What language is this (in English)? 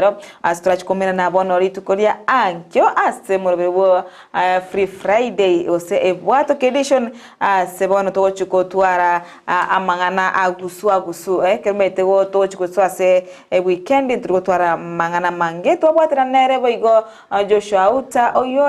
Gusii